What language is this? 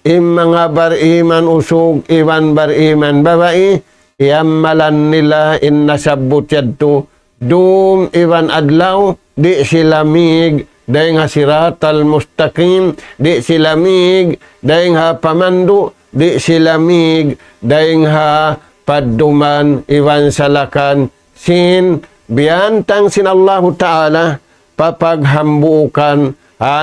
Tausug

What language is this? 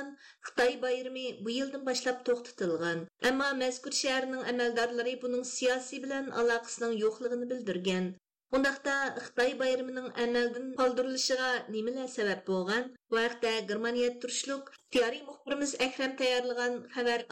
Uyghur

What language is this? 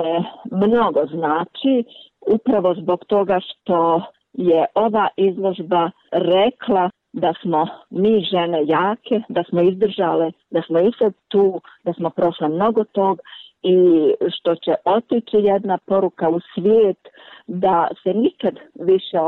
Bosnian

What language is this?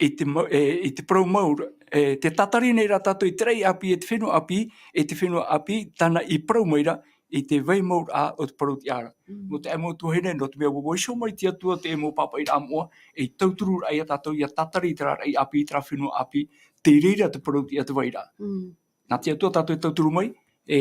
Tahitian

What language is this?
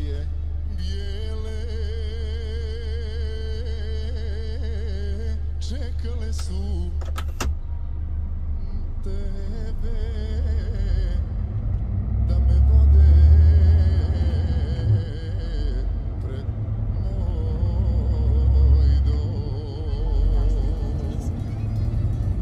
Croatian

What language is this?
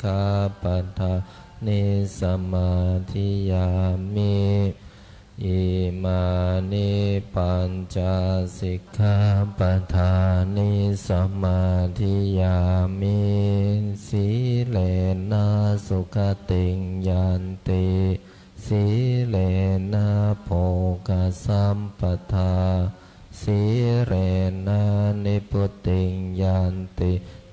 Pali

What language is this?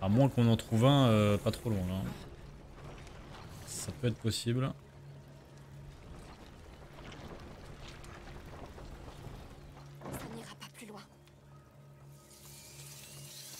French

